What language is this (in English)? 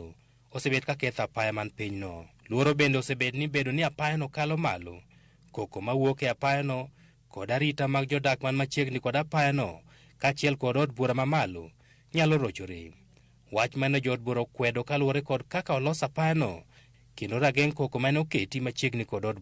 Luo (Kenya and Tanzania)